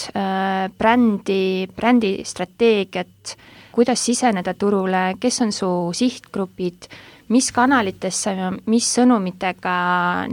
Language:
Estonian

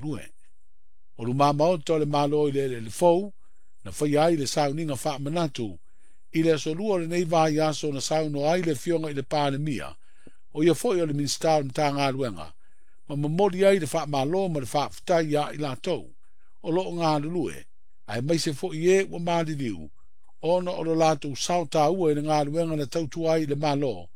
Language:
Samoan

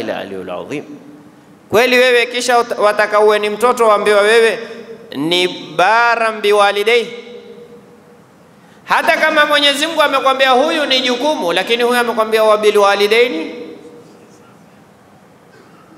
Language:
Swahili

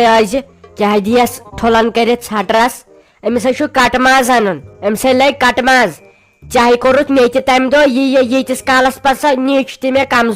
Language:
Kashmiri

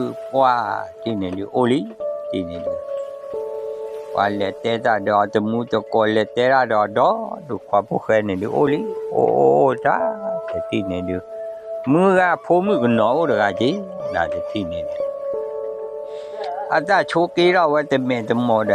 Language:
S'gaw Karen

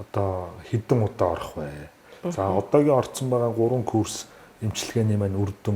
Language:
Mongolian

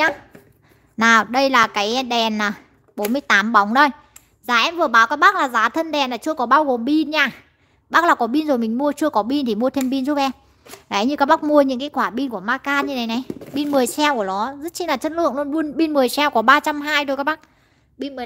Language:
Vietnamese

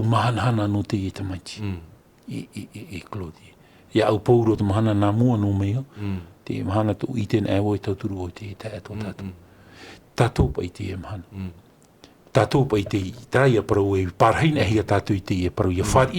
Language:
Tahitian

